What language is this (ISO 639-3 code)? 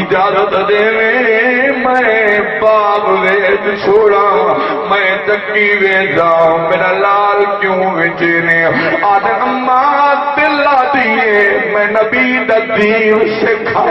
skr